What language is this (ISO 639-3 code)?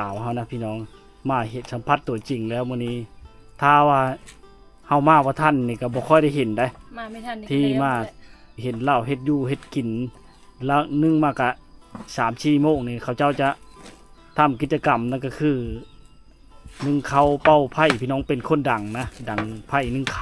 lao